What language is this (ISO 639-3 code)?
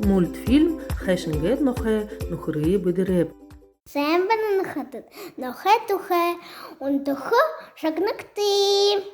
bua